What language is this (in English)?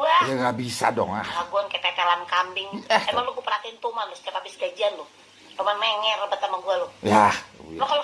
Betawi